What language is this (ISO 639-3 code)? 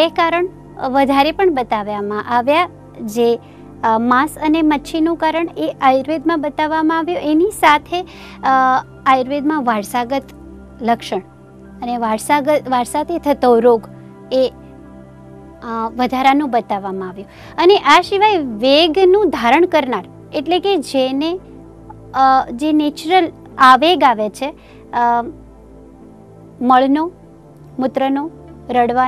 guj